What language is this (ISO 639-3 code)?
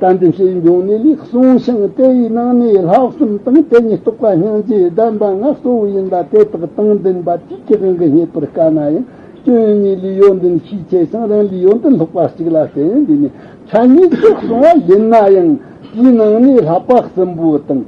bod